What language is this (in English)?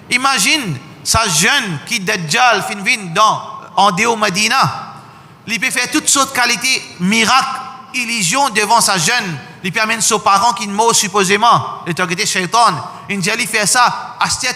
Morisyen